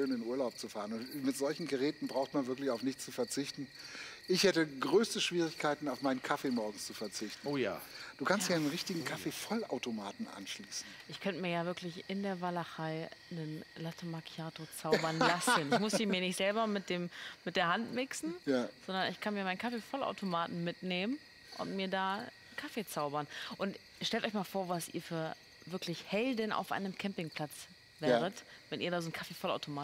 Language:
German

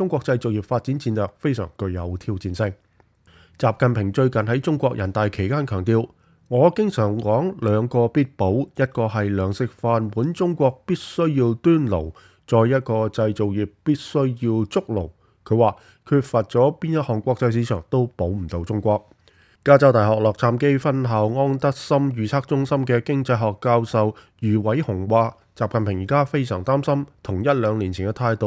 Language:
Cantonese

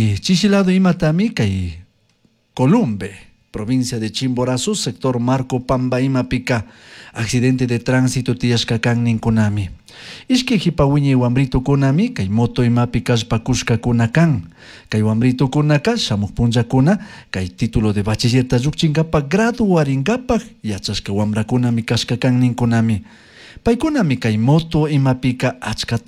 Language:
Chimborazo Highland Quichua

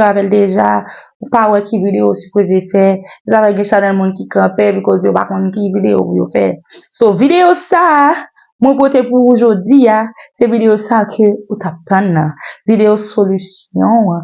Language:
Haitian Creole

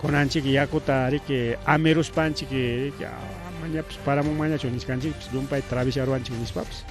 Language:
Ayacucho Quechua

